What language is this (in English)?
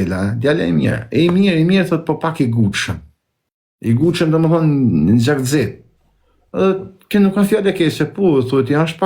Albanian